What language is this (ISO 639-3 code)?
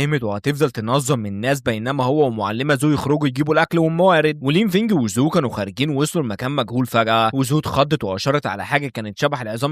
arz